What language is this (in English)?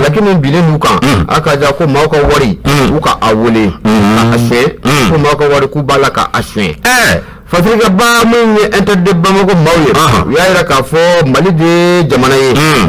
Bambara